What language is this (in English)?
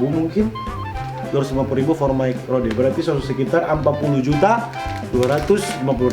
Manado Malay